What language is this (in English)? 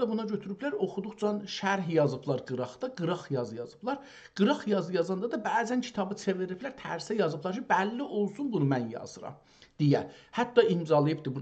South Azerbaijani